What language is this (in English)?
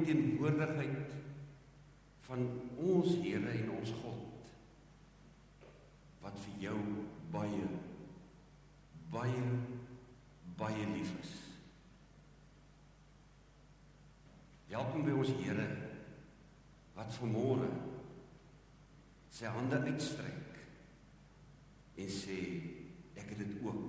Afrikaans